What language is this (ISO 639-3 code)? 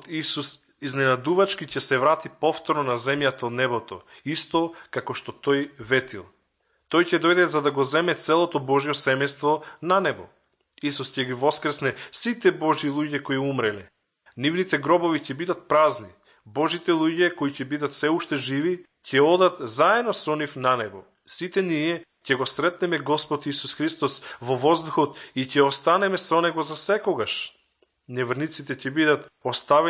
mkd